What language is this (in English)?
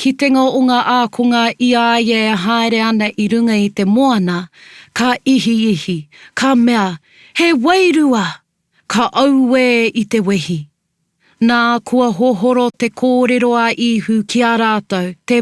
Māori